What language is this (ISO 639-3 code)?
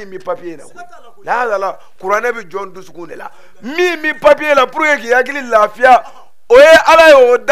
bam